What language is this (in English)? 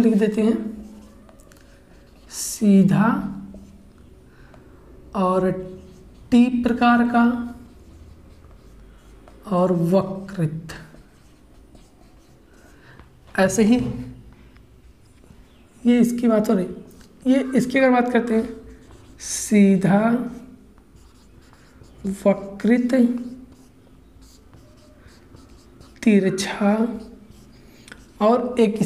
Hindi